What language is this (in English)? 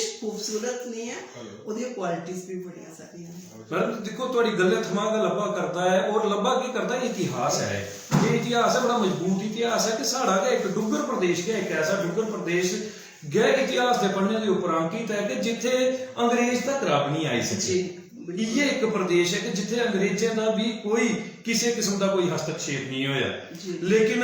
Dogri